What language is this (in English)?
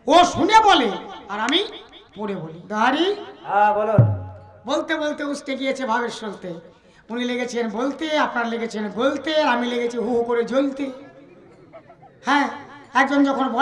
Bangla